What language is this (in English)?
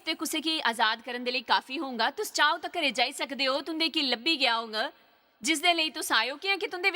Dogri